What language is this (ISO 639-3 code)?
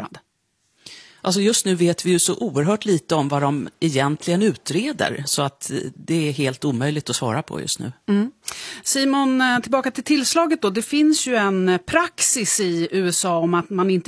swe